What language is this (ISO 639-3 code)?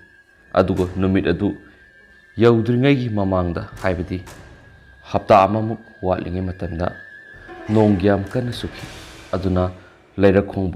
mni